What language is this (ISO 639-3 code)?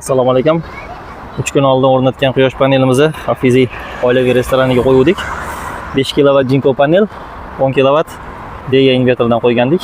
uzb